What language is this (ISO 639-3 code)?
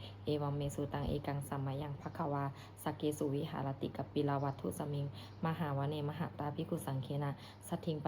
pli